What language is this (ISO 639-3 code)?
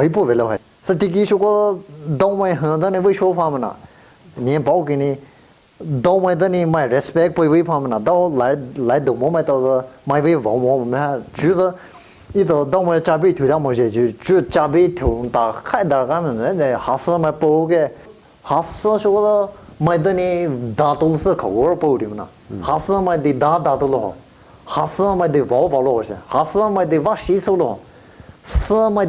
pmx